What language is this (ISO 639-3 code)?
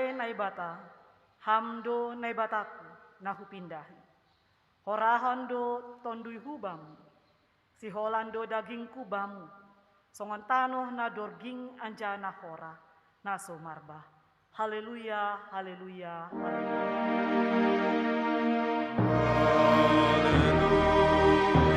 bts